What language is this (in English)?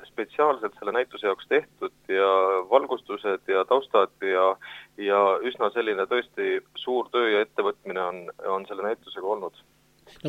Estonian